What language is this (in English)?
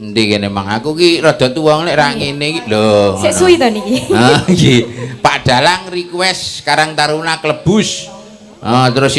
Javanese